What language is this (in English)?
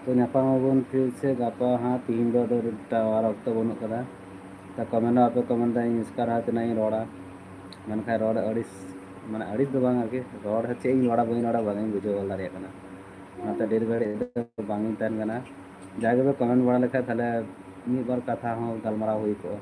Santali